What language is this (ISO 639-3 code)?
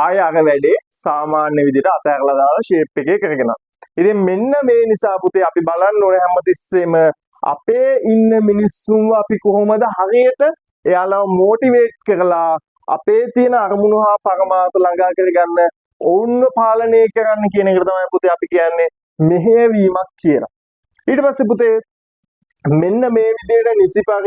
sin